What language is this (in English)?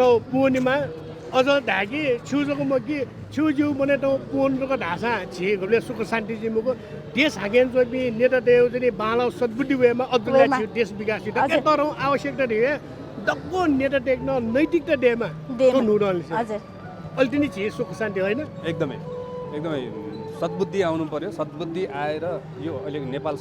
Newari